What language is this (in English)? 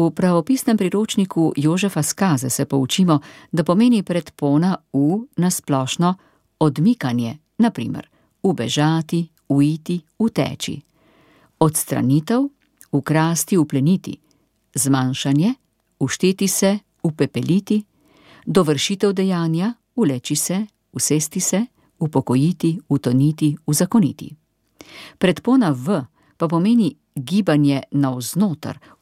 Slovenian